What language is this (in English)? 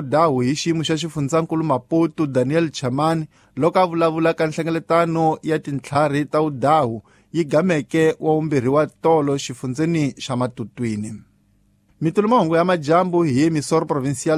Tsonga